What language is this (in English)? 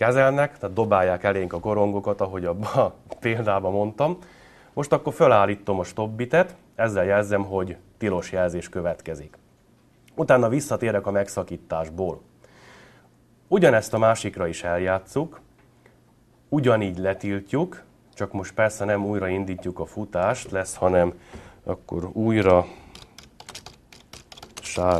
Hungarian